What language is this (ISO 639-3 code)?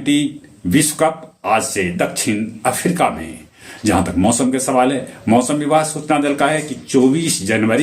mag